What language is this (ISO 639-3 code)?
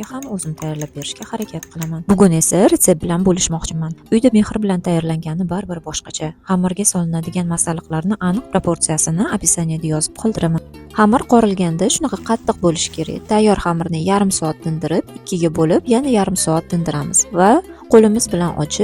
uzb